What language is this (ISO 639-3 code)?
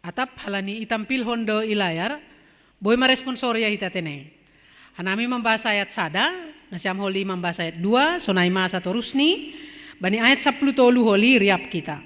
bts